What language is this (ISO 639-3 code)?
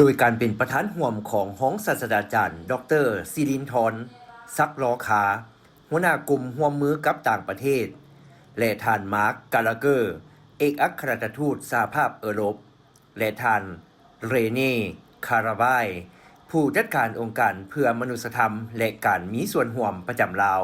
lao